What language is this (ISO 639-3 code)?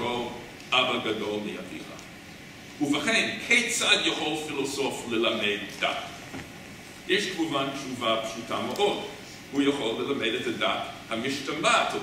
heb